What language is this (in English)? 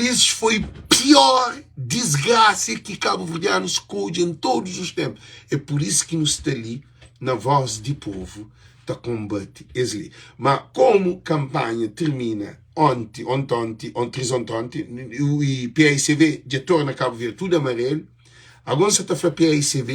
Kabuverdianu